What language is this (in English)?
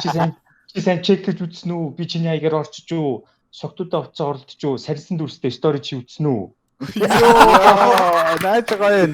Mongolian